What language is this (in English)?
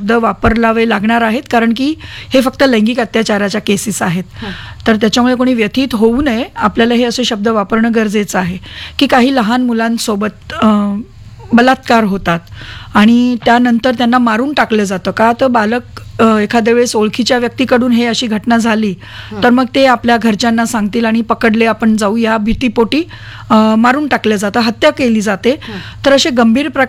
Marathi